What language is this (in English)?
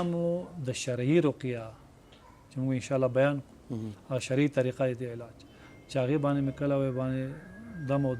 Pashto